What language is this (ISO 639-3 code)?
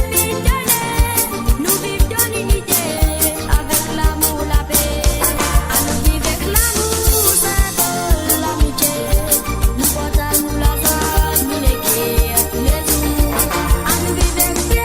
mfe